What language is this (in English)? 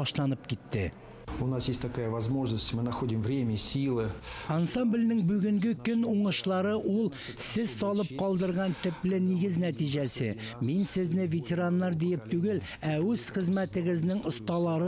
Tatar